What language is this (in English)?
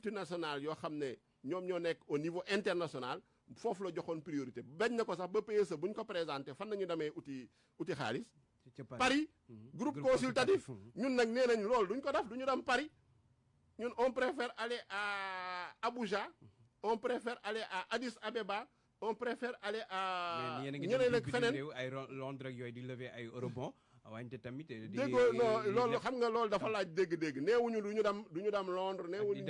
Wolof